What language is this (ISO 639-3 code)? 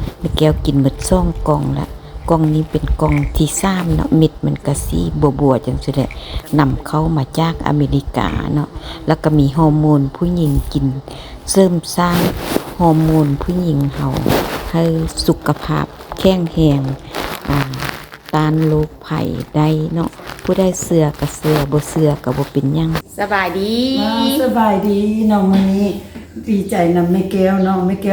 lao